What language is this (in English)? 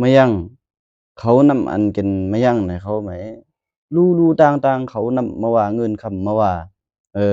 Lao